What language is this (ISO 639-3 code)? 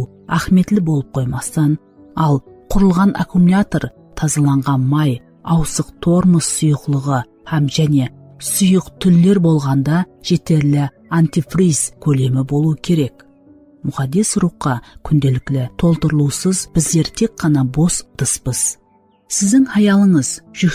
kaa